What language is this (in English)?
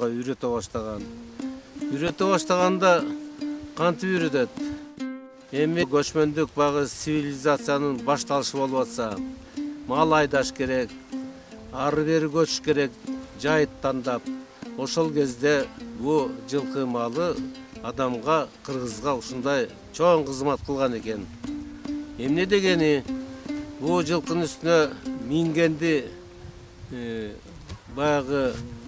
Kyrgyz